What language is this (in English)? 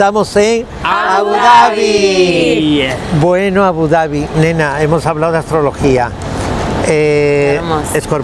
Spanish